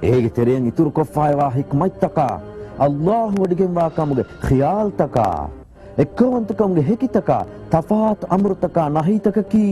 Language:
Divehi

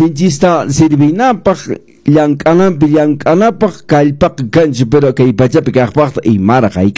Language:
Quechua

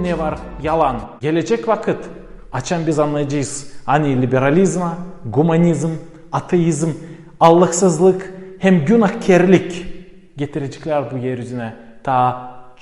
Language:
Gagauz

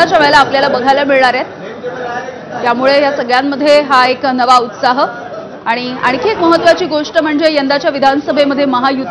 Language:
Marathi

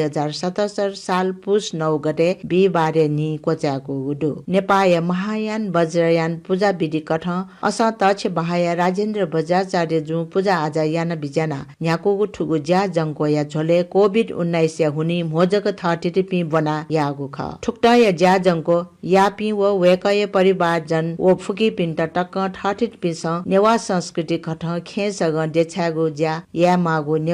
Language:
Newari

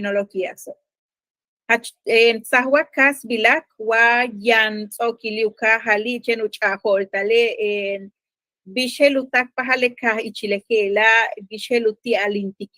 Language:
Yucateco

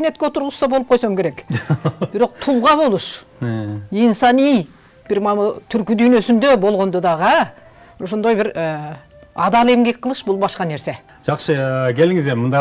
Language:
Kyrgyz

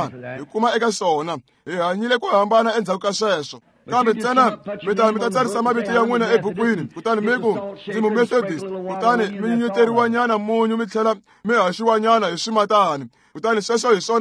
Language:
Tsonga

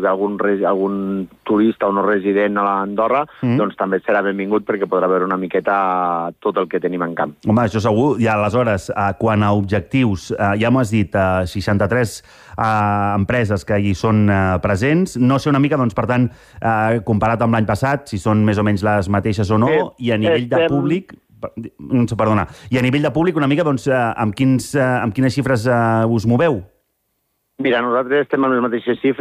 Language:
Catalan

